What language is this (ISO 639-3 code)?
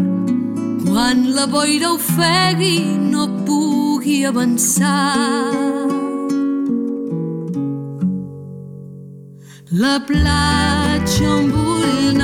cat